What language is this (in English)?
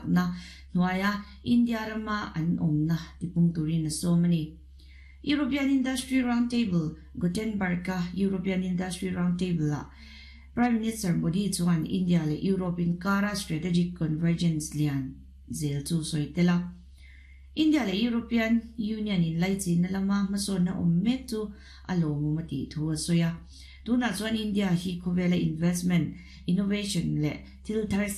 Mizo